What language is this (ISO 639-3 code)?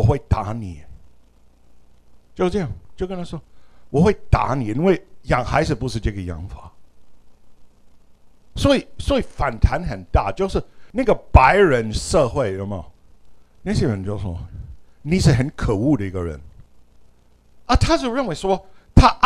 zho